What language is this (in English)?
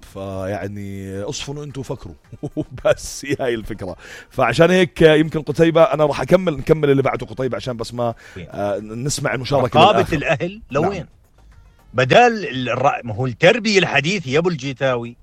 North Levantine Arabic